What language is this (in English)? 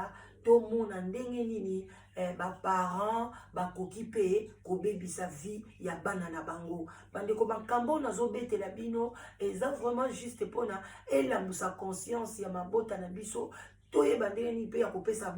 Lingala